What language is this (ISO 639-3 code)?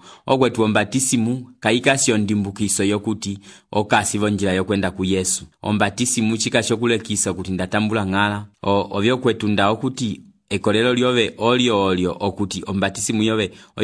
umb